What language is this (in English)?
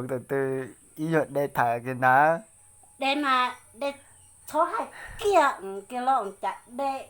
Hmong